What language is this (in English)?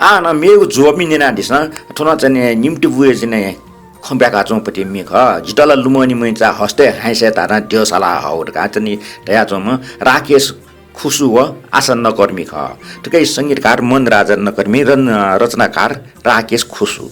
Newari